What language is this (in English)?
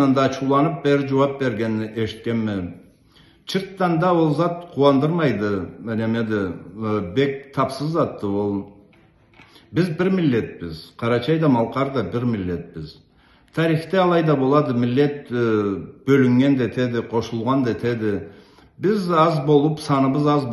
Karachay-Balkar